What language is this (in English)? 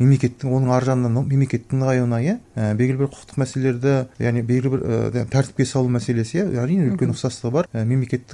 Kazakh